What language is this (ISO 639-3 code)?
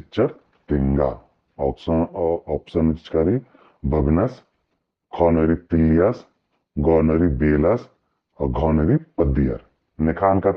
kru